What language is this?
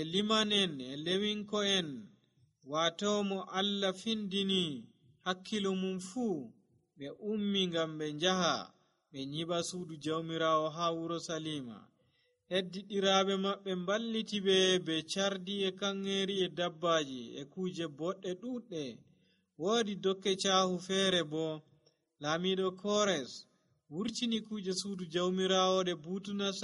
Nigerian Fulfulde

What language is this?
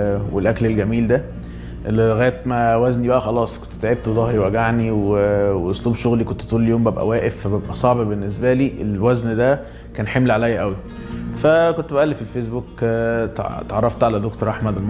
Egyptian Arabic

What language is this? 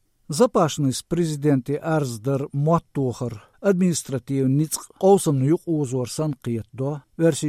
Chechen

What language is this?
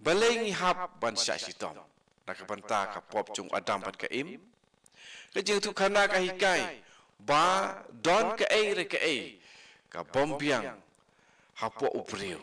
Khasi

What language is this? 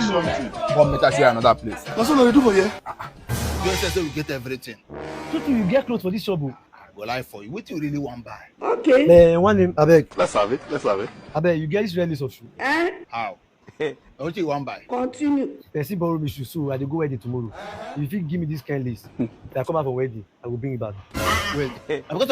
Nigerian Pidgin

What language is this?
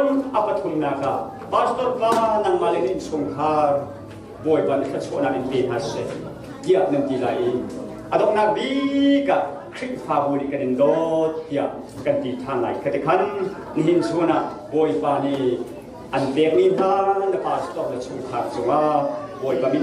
Hakha Chin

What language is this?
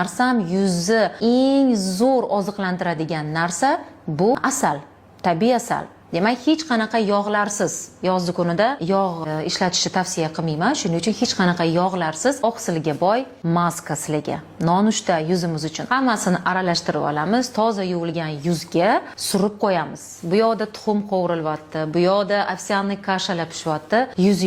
Uzbek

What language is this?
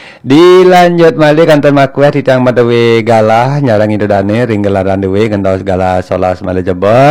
Balinese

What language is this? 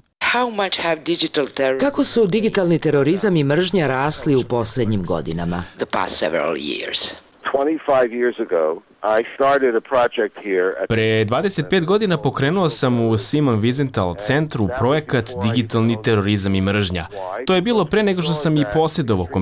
Bosnian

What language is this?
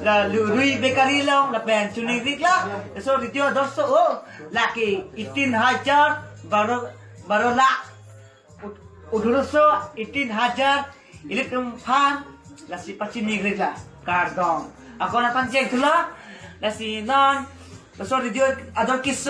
Karbi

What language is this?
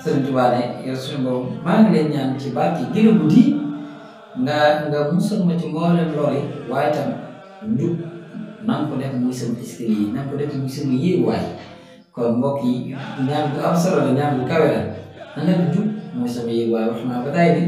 Wolof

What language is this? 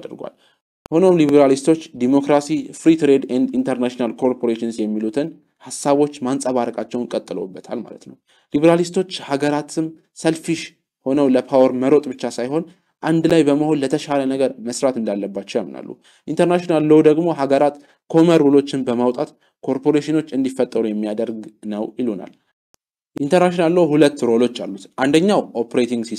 Amharic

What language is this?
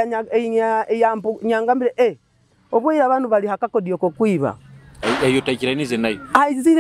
Nyoro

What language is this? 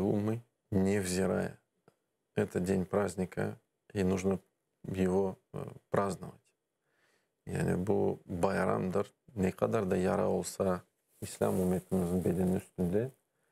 Crimean Tatar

